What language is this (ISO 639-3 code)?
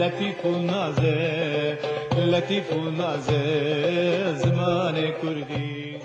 kur